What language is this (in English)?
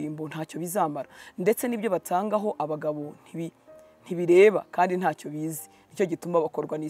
Kinyarwanda